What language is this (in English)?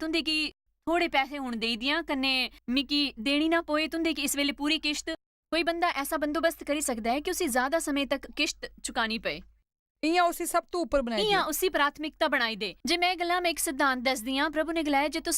Dogri